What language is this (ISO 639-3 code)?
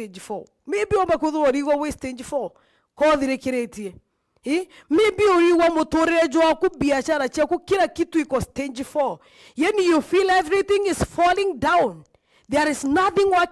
mer